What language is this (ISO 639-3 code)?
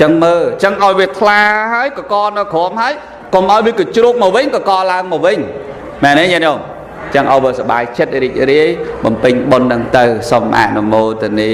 khm